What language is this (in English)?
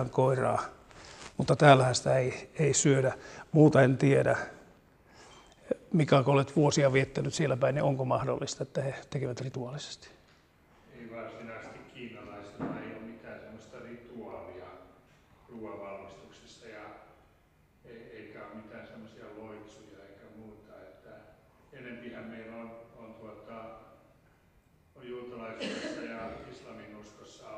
Finnish